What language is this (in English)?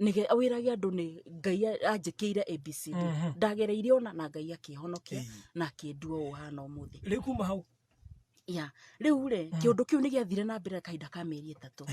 Kikuyu